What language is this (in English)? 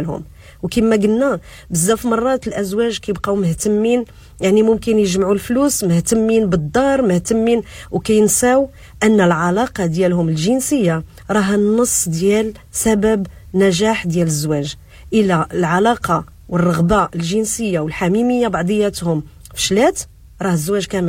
Moroccan Arabic